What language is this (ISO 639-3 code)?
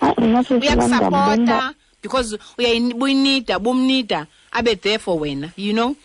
xho